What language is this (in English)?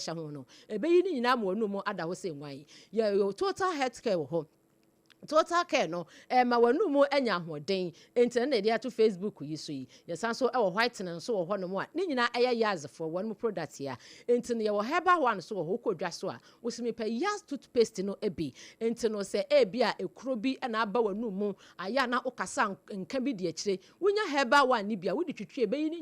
Akan